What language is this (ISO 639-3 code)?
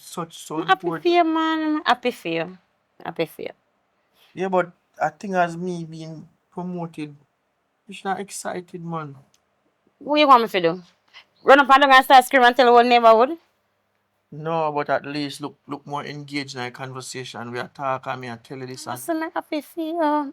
jam